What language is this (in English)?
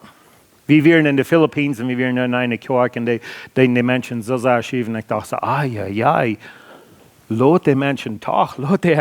Plautdietsch